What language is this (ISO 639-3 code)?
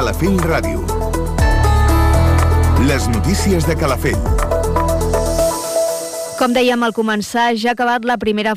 cat